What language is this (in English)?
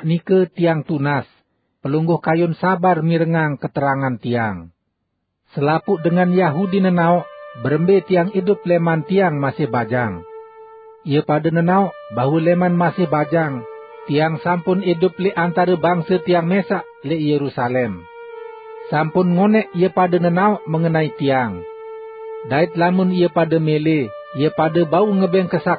Sasak